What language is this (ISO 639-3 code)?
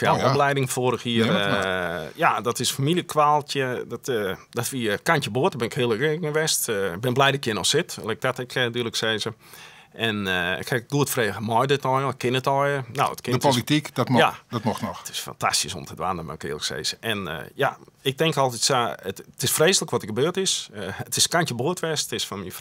fry